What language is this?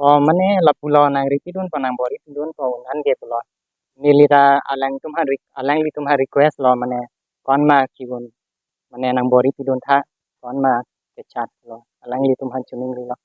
Karbi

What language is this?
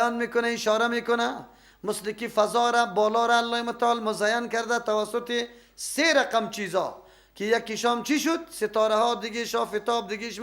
Persian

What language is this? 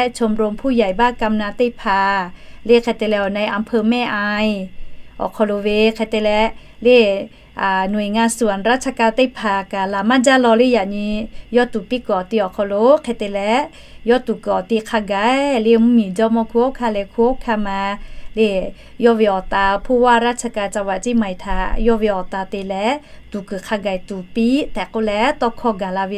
Lahu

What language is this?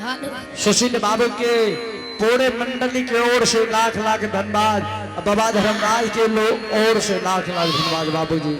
Angika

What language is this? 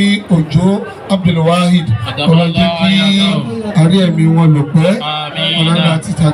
Yoruba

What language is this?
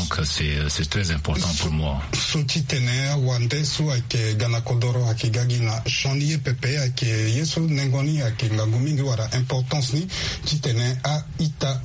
Sango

